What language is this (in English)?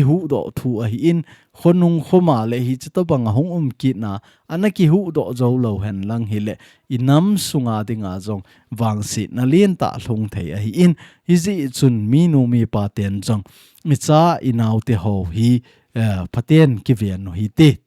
Thado Chin